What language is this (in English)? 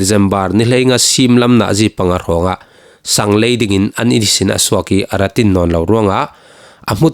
Falam Chin